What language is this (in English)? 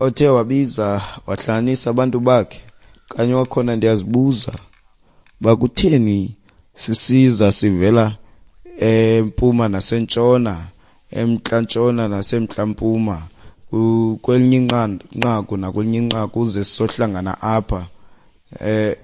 Xhosa